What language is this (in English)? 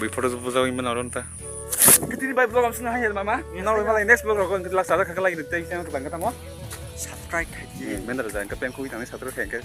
Kok Borok